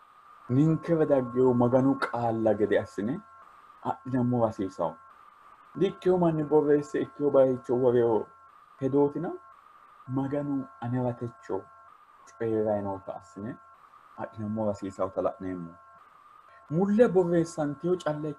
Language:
Sidamo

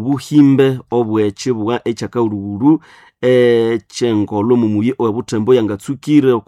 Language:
Nande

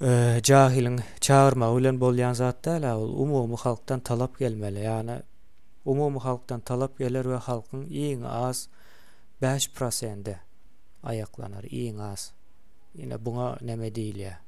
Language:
Turkmen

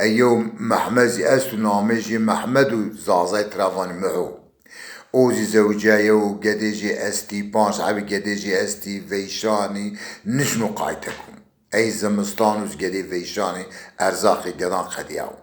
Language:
Zaza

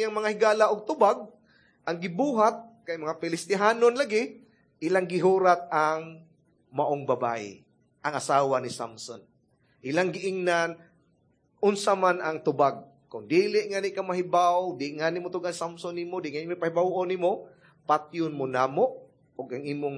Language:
Cebuano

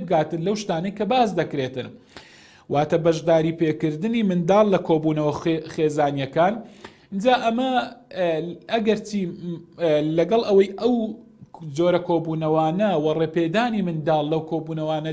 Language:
Central Kurdish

